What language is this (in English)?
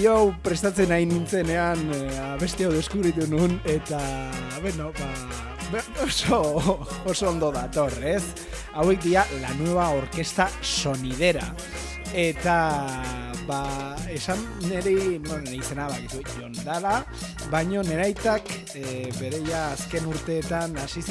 Basque